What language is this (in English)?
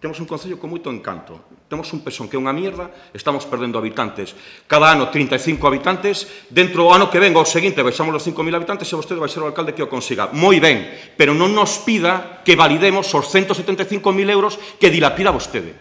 Galician